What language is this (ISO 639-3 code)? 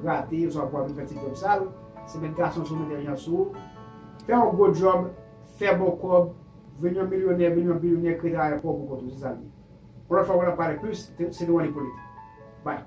hat